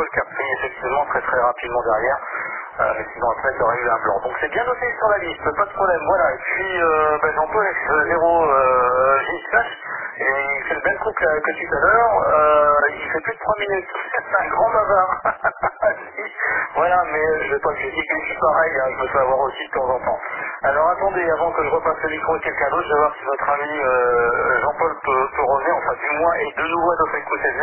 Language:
French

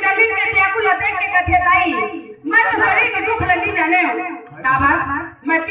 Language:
Chhattisgarhi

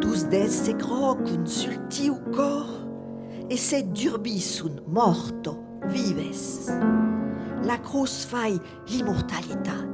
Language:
Occitan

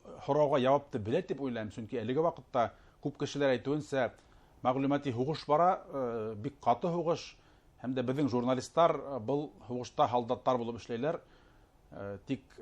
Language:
Bashkir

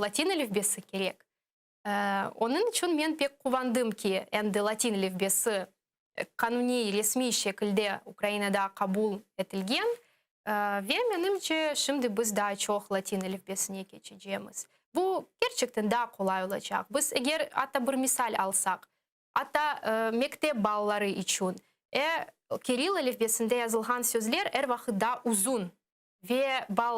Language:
Crimean Tatar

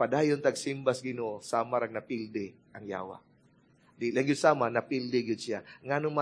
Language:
Cebuano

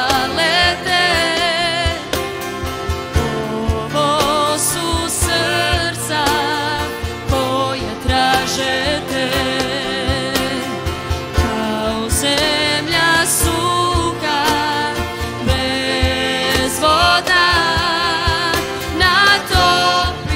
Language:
Croatian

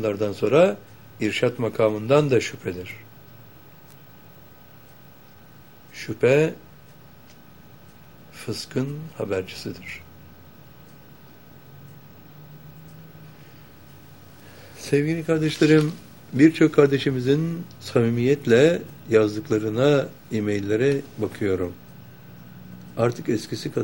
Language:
Turkish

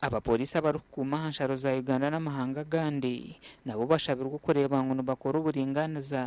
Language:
Nyankole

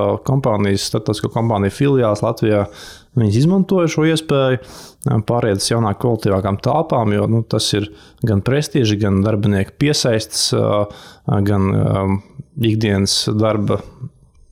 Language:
Latvian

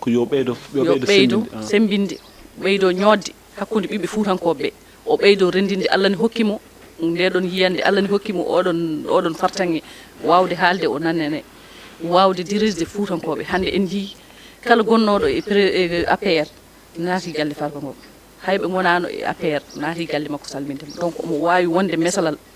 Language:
Fula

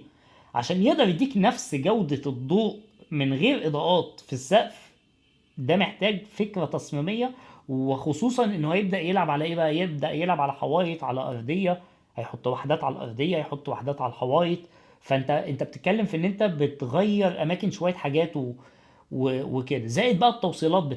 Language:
Egyptian Arabic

